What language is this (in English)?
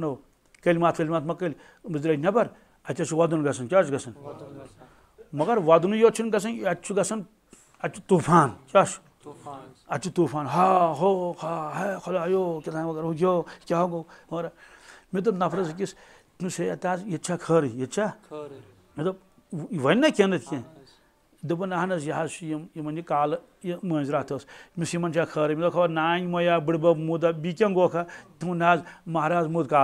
Kashmiri